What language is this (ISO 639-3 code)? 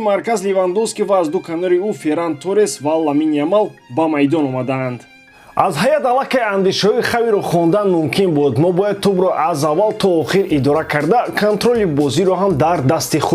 tgk